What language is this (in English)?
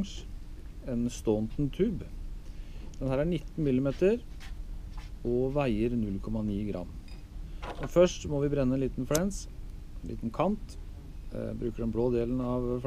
Norwegian